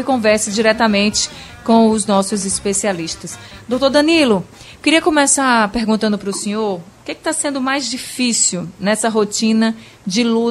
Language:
Portuguese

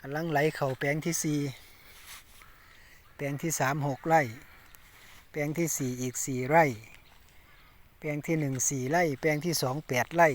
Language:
Lao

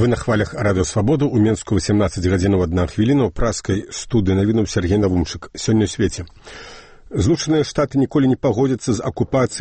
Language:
Belarusian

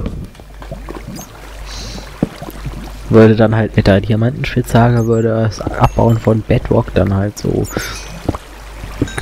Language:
German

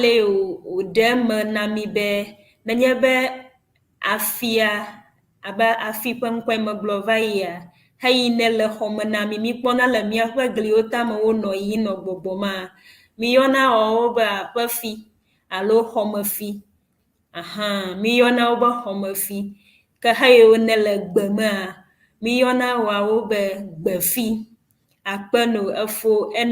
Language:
Ewe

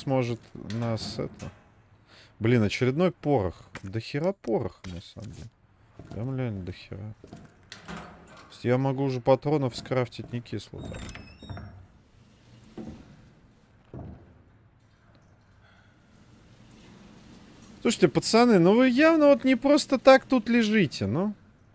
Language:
Russian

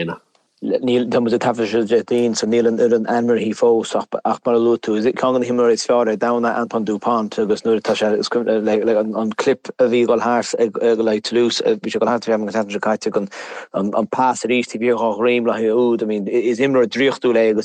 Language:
Irish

